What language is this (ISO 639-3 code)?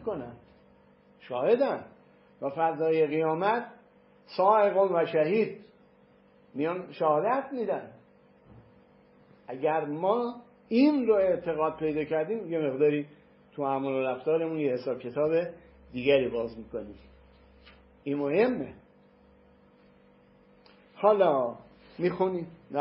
fas